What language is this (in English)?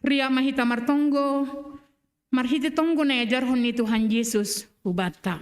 Batak Simalungun